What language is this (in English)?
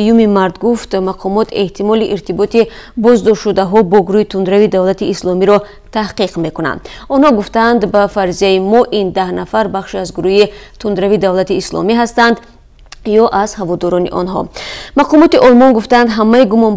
Tajik